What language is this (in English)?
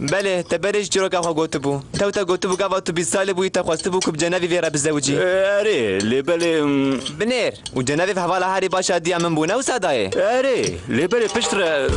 Kurdish